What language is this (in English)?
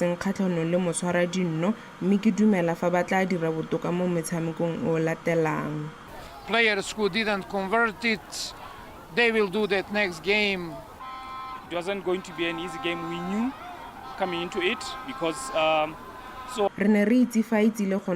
Tswana